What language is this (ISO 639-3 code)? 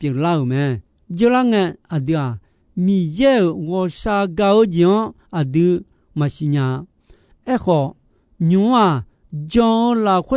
ahk